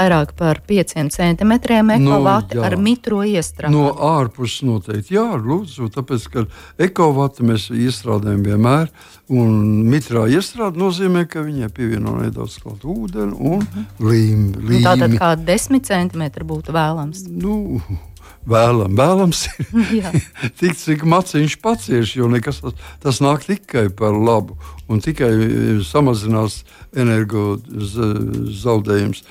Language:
Latvian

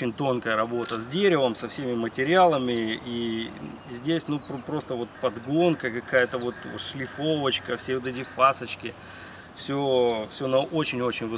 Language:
Russian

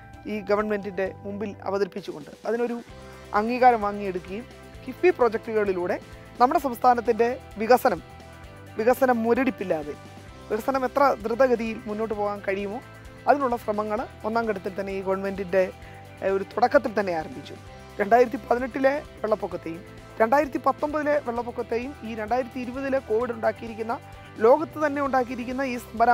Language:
Malayalam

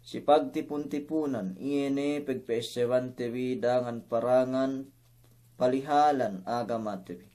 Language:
Yakan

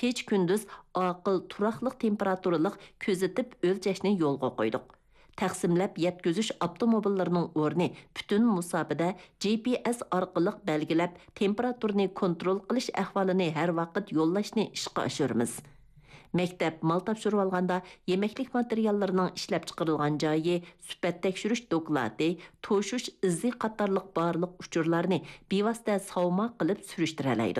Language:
Uyghur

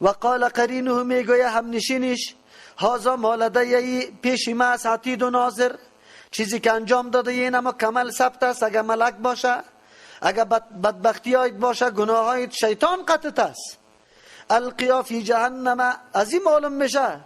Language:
Persian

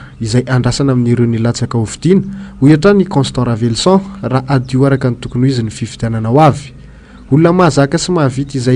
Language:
Malagasy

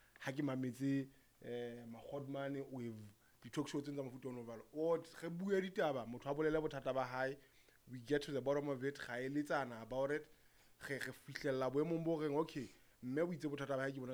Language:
Southern Sotho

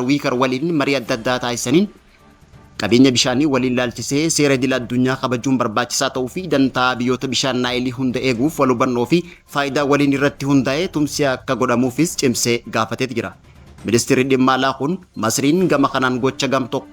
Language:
Oromo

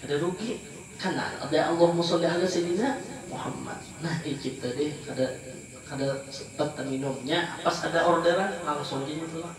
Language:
Banjar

